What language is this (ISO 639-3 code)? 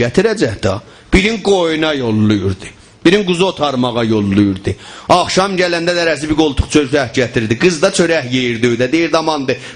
azb